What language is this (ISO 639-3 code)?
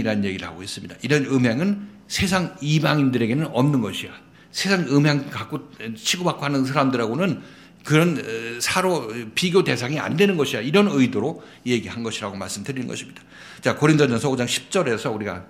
kor